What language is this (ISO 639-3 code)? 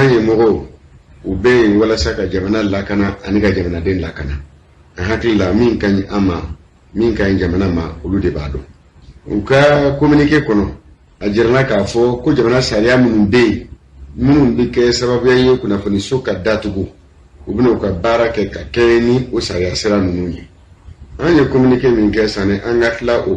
bam